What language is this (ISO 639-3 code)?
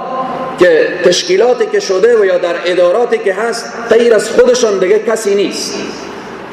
fas